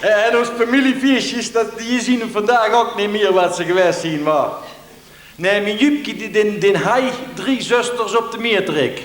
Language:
Limburgish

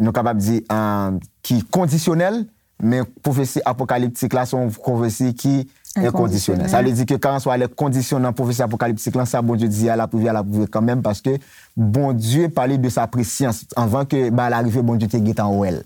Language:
Haitian Creole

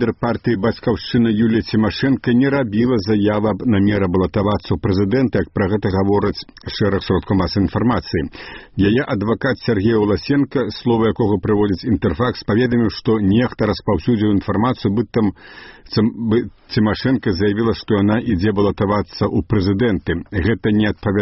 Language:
Belarusian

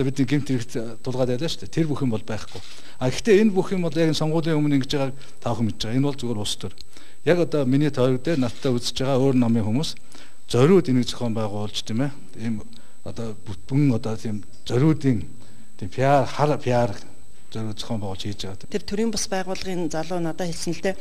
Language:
Mongolian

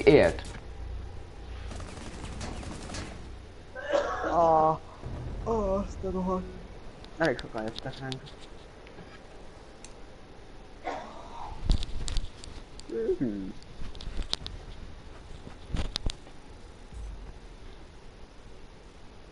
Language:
Hungarian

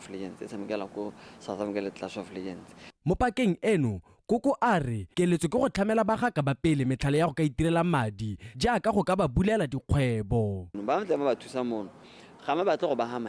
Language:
Tswana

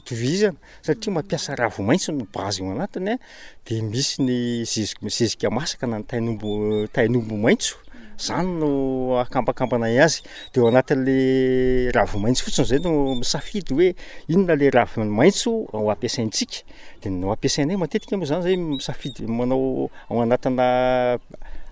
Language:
Malagasy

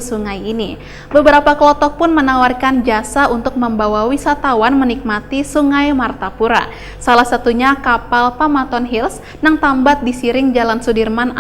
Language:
Banjar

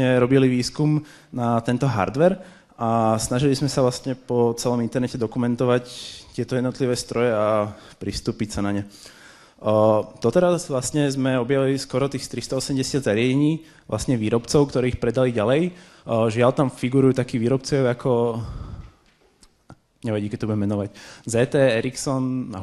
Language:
Slovak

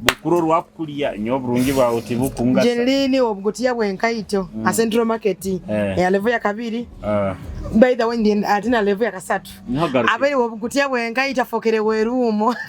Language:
Nyoro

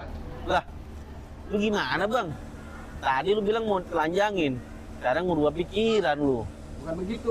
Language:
Betawi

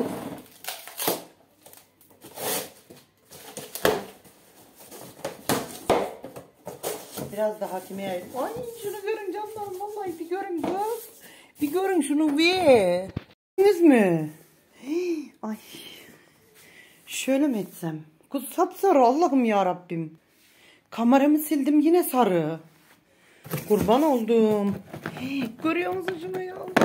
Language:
Turkish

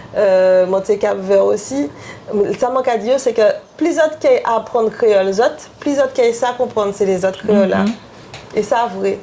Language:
Guadeloupean Creole French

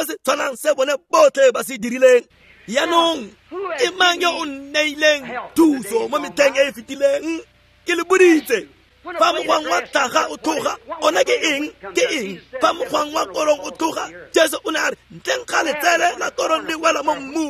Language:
Tswana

